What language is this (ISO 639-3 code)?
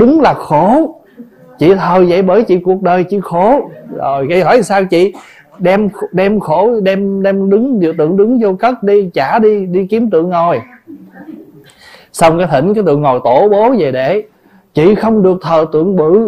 vie